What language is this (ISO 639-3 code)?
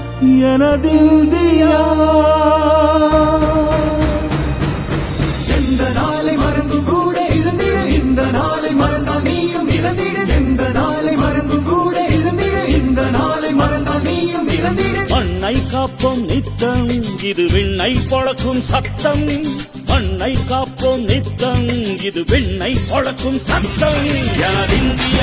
tam